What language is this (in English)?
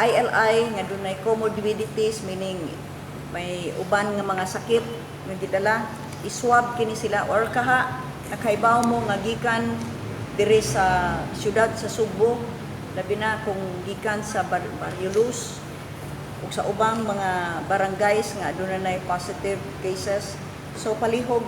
Cebuano